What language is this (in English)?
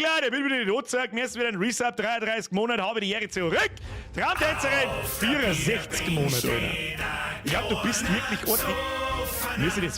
Bavarian